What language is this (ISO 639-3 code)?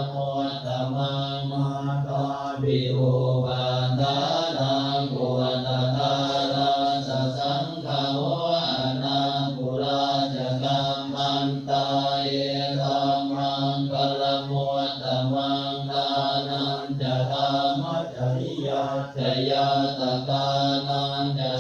pli